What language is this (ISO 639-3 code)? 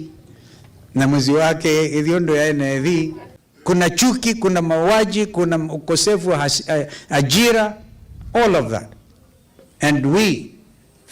kam